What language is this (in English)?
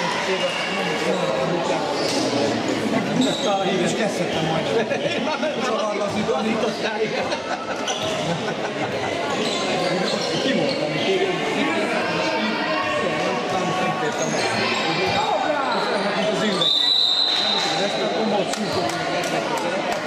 Hungarian